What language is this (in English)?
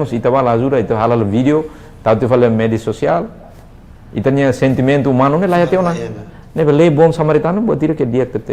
Tetum